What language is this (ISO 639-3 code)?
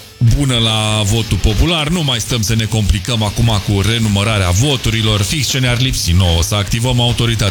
ron